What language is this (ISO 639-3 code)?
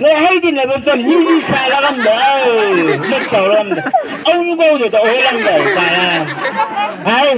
nbc